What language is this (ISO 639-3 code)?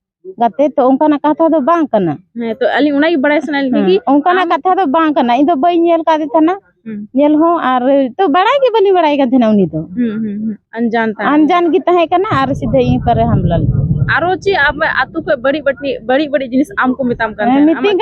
sat